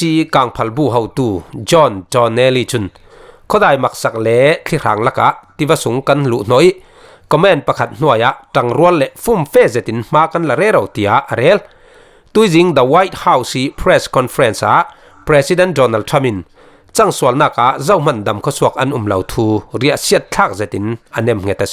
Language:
Falam Chin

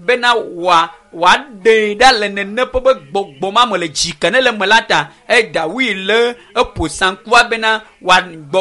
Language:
Ewe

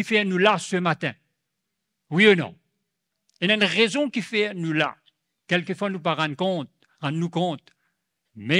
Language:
Morisyen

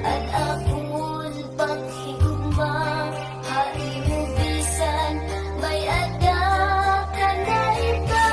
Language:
Waray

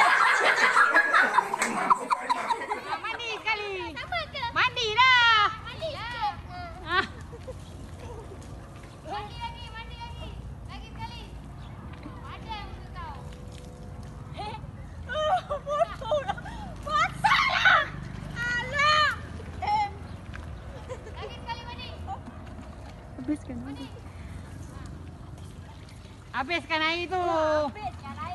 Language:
Malay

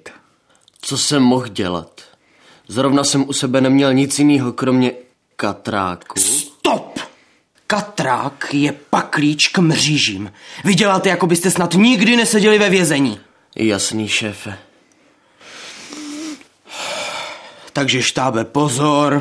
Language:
Czech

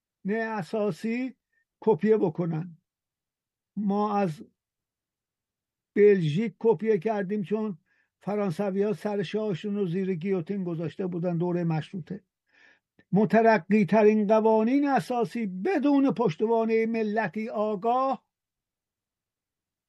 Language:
Persian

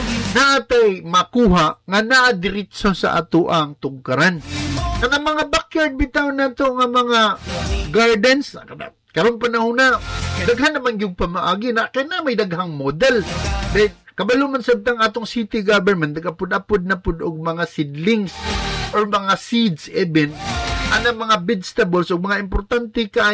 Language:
Cebuano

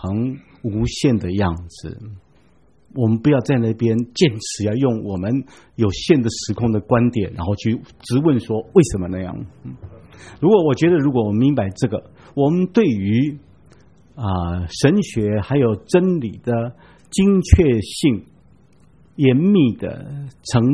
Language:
Chinese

